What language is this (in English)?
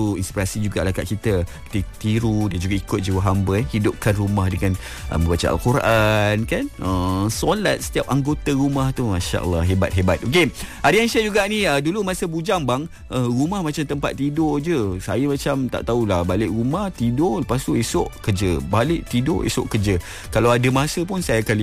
Malay